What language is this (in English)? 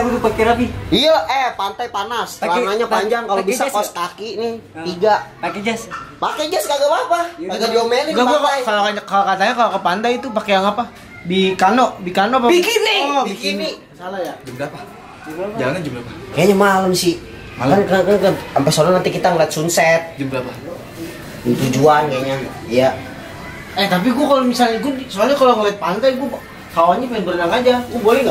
Betawi